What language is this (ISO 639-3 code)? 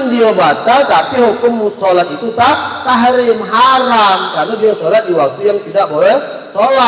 mui